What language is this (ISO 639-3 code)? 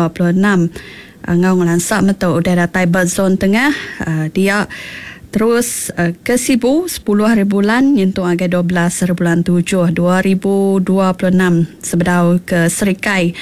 iba